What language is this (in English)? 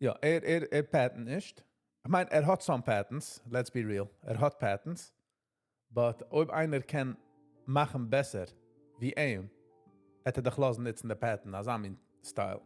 Yiddish